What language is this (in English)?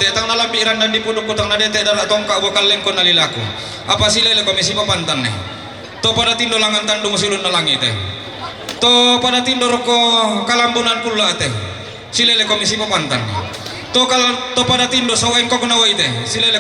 Toraja-Sa'dan